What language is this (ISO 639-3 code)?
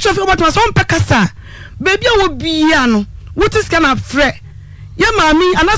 aka